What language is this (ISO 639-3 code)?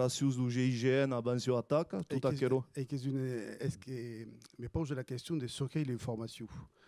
oci